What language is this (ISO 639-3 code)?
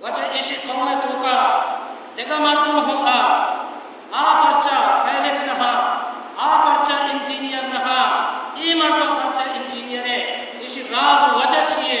bal